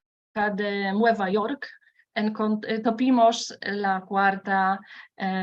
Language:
Ladino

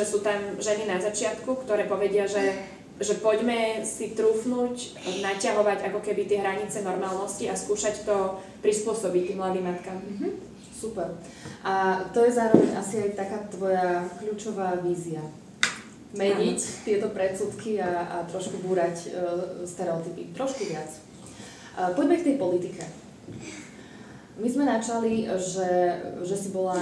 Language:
Slovak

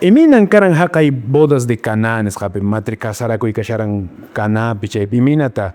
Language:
Quechua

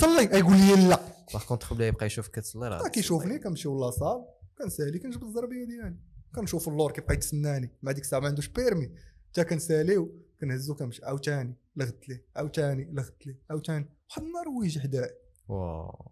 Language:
Moroccan Arabic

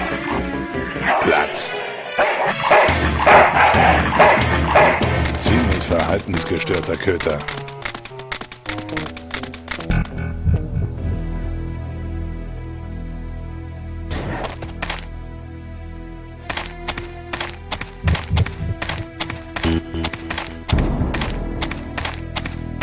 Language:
German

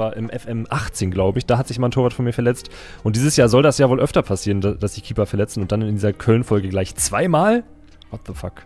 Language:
German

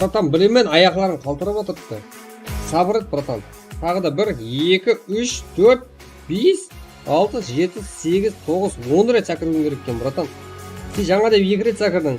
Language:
Kara-Kalpak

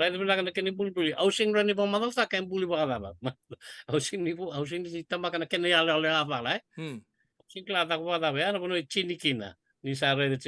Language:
Fijian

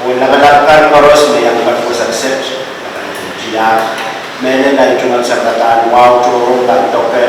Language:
Pohnpeian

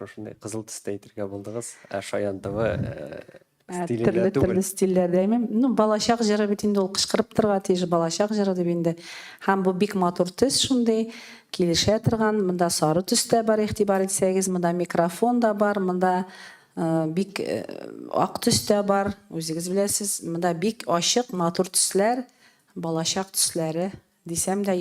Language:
Tatar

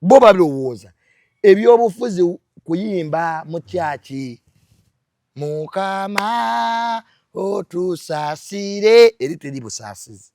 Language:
Ganda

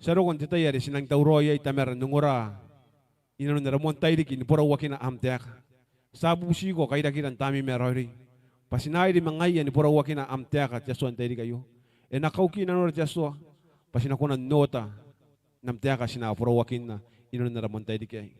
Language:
Gilbertese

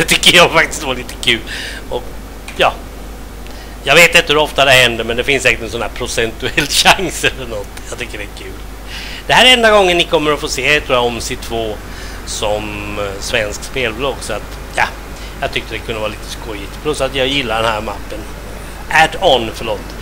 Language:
Swedish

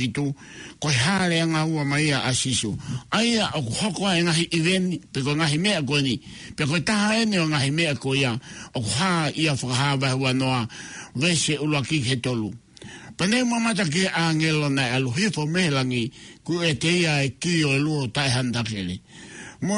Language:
Tongan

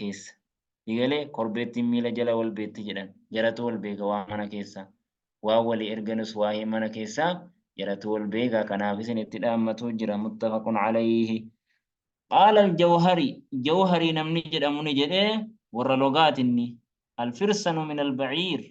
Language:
Oromo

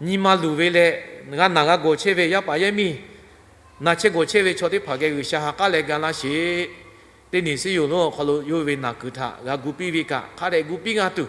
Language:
Lahu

